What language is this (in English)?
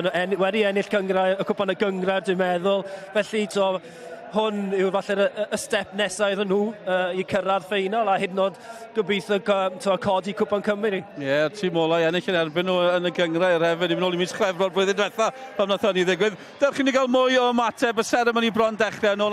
Welsh